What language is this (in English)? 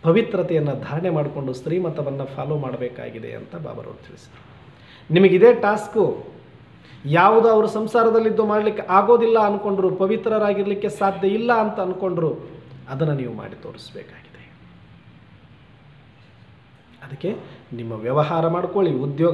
Kannada